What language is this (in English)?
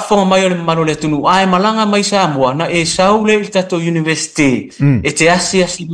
Samoan